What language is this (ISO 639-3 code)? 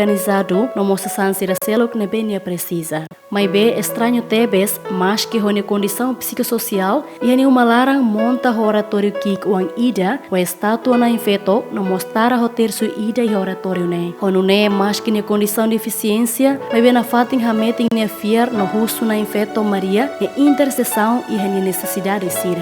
tet